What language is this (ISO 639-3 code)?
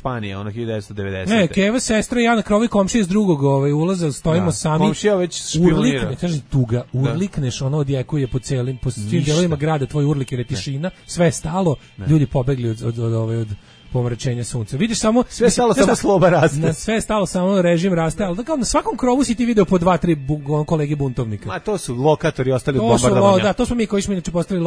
srp